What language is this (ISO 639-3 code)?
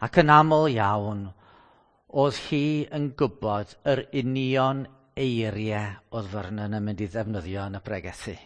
cym